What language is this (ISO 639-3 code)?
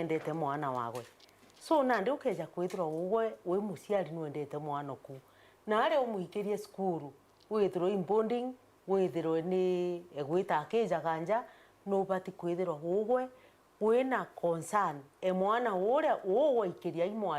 mer